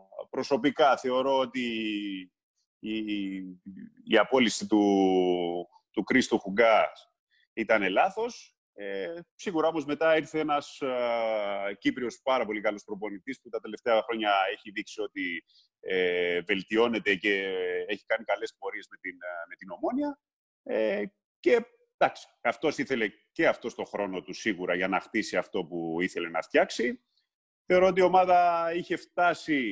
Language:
Greek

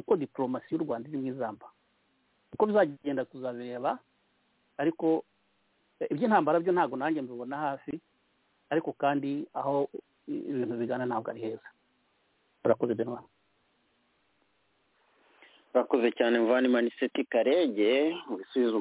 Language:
Kinyarwanda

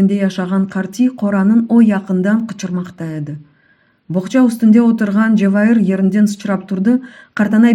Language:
Crimean Tatar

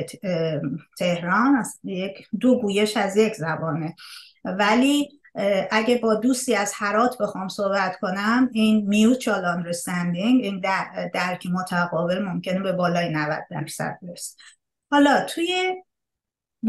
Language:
Persian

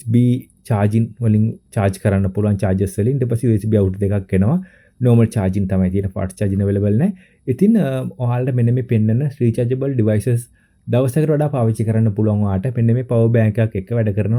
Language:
Sinhala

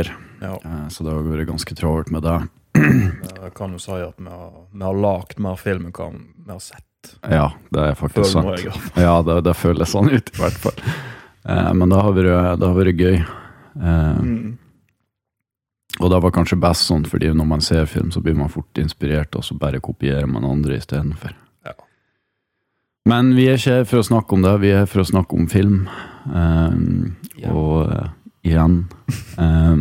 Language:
Norwegian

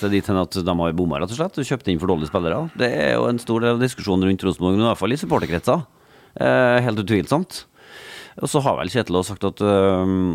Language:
Norwegian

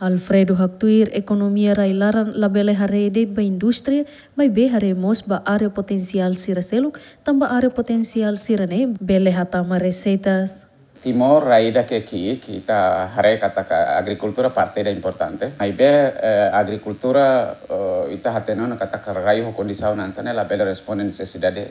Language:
Tetum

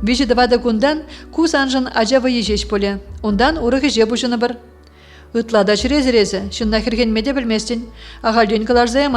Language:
Chuvash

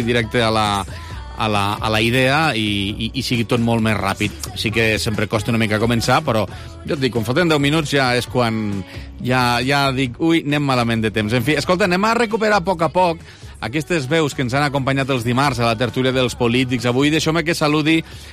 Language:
Catalan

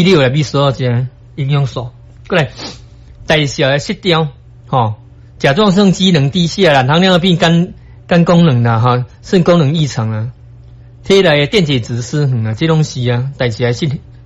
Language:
Min Nan Chinese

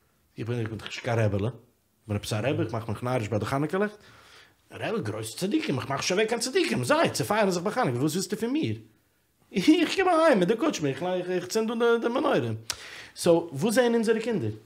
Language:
Yiddish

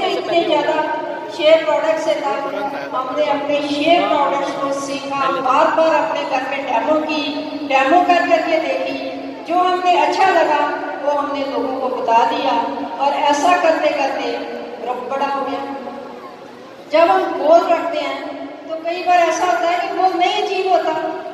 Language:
Hindi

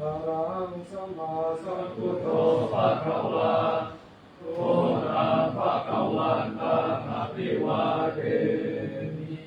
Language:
Pali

